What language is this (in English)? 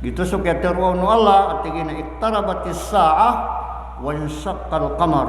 Maranao